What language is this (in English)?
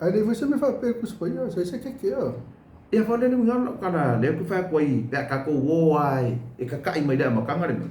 Samoan